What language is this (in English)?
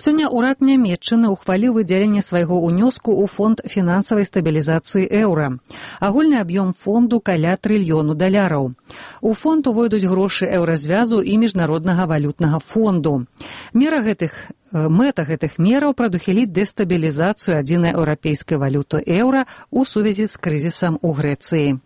Belarusian